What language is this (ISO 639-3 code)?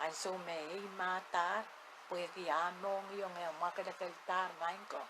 pon